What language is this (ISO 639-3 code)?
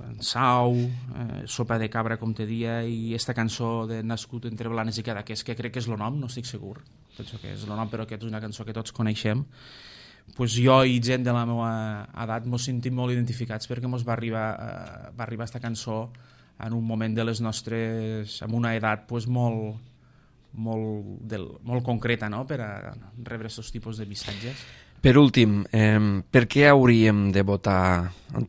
cat